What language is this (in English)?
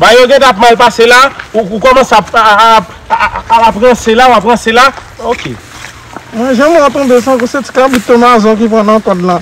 Haitian Creole